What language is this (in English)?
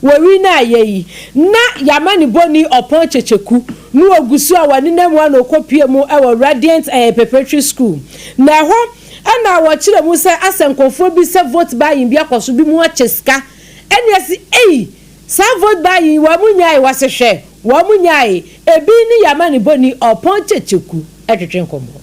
Akan